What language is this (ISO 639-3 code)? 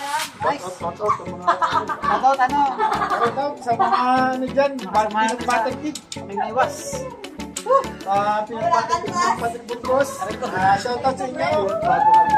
fil